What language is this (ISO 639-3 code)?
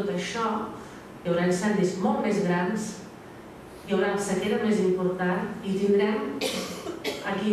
cat